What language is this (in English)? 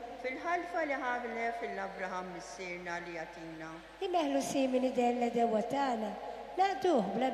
Maltese